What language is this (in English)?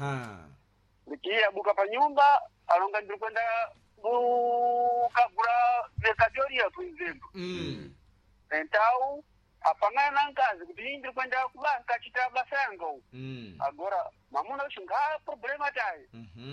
Sena